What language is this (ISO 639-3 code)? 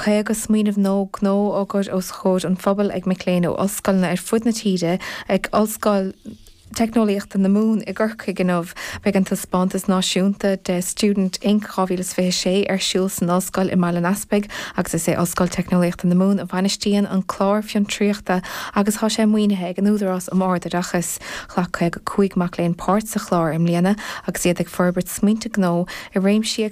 gle